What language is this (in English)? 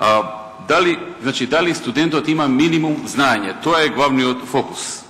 Macedonian